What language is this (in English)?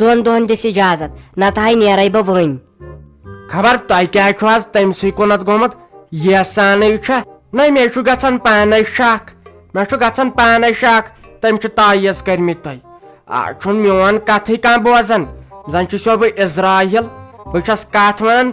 Kashmiri